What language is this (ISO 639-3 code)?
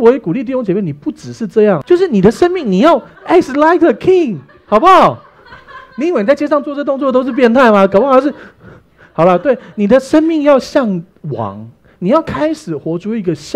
zho